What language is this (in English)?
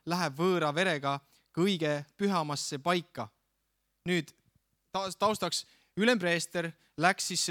Estonian